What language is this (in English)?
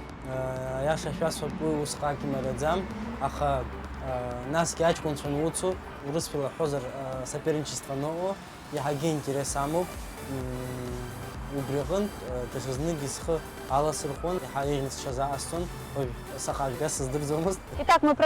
Abkhazian